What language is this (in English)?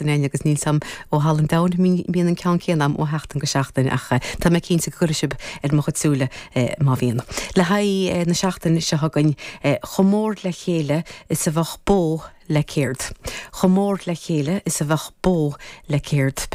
Irish